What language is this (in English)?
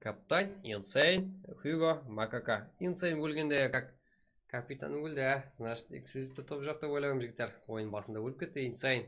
Kara-Kalpak